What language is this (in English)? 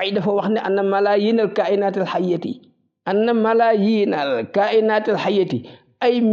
Wolof